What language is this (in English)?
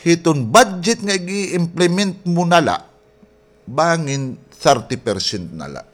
Waray